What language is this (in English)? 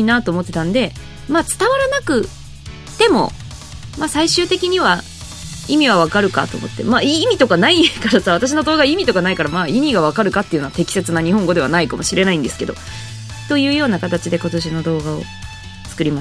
Japanese